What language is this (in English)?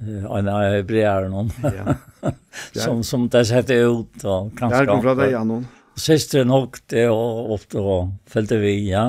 Faroese